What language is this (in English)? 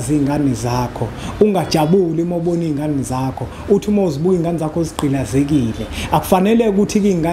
Zulu